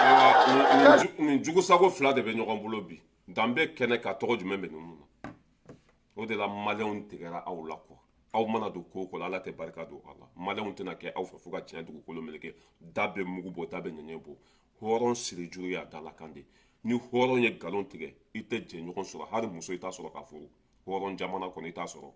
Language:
Bambara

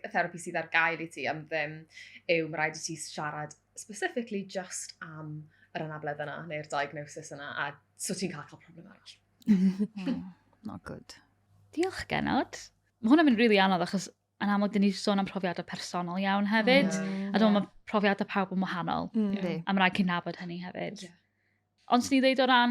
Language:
Welsh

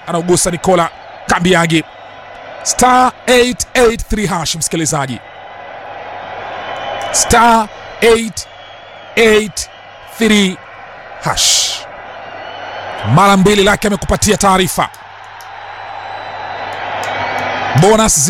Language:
Swahili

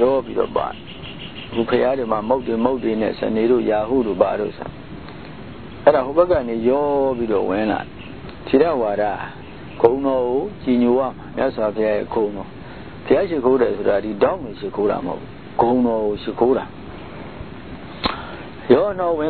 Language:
Burmese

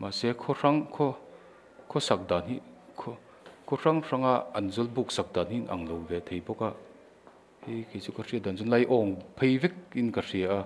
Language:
Mizo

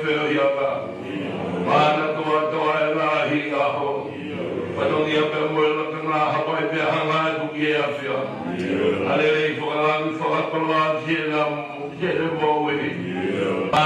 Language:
Tongan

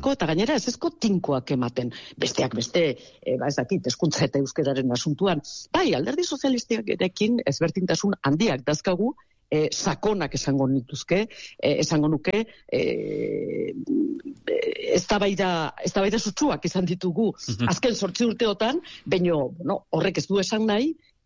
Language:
Basque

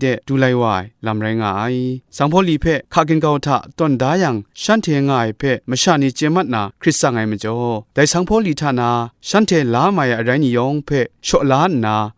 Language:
Kachin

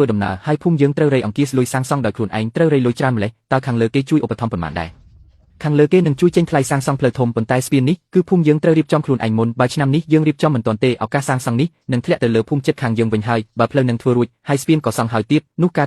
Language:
Khmer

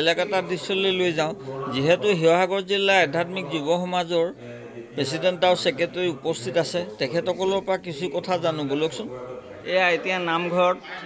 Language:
Assamese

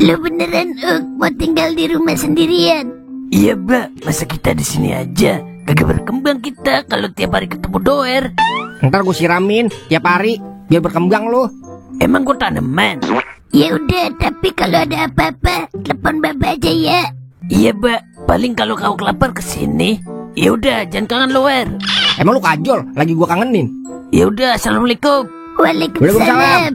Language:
Betawi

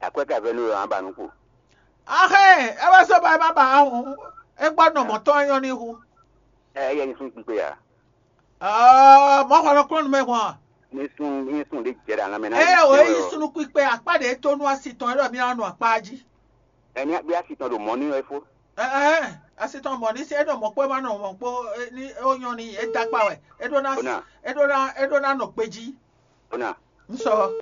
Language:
Fon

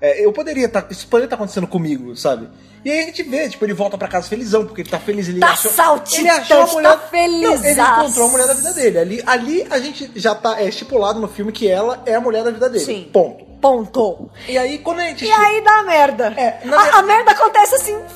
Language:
Portuguese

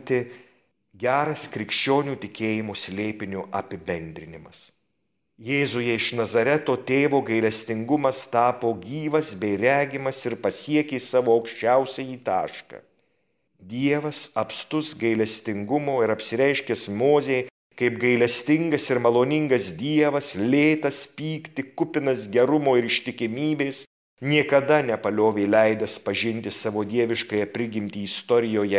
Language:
Lithuanian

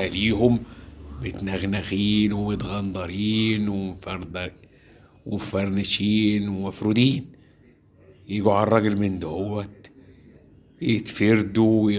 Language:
Egyptian Arabic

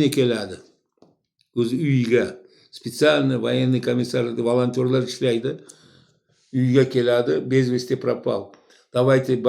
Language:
Uzbek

